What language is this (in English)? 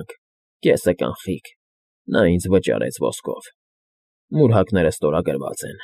Armenian